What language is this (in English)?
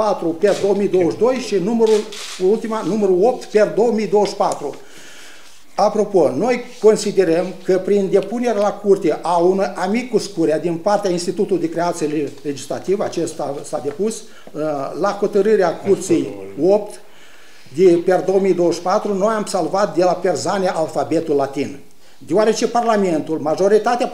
Romanian